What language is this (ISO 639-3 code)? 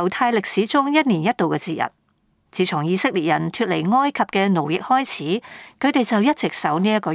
yue